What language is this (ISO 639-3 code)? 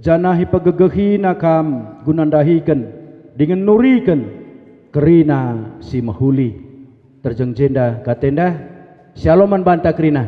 btx